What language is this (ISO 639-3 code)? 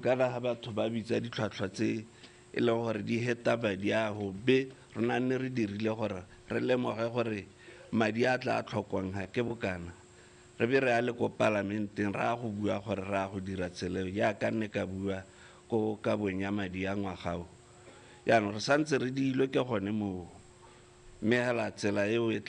tsn